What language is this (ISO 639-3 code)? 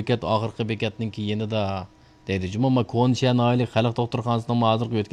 uig